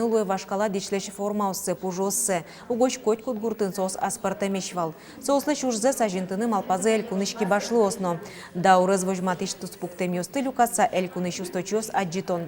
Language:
Udmurt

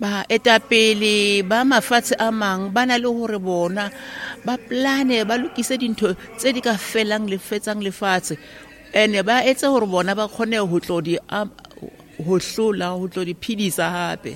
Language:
Southern Sotho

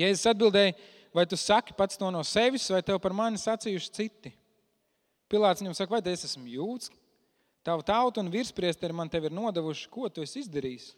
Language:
Latvian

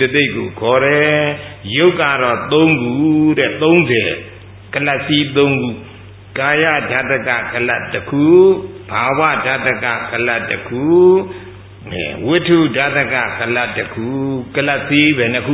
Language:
Burmese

